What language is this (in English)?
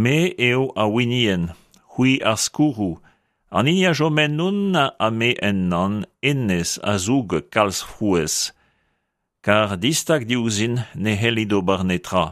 Breton